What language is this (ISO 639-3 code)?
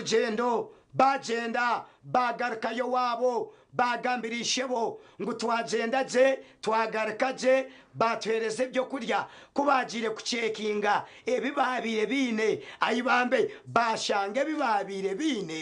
nyn